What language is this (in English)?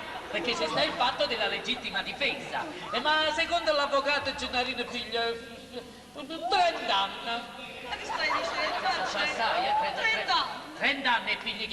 Neapolitan